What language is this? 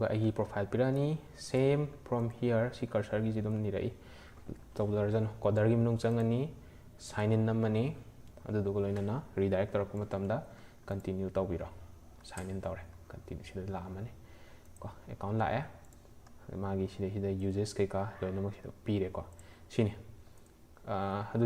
Manipuri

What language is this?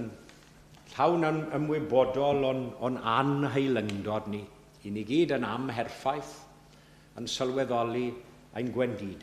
Welsh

